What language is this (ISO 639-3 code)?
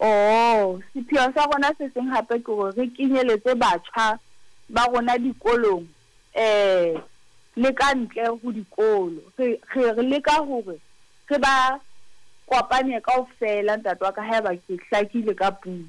sot